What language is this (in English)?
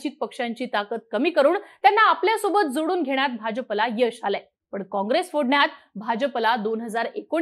Marathi